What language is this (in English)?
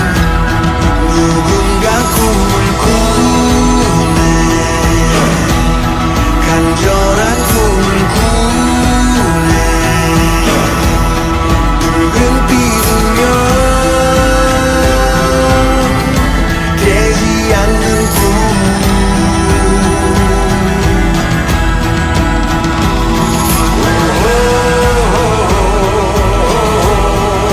Korean